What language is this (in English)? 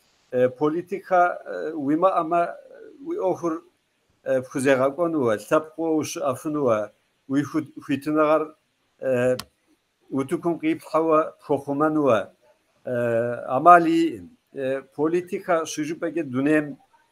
Kabardian